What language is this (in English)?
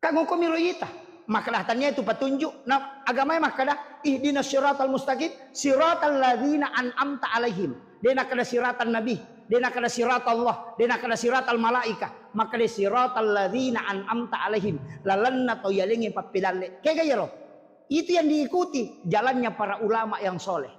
Buginese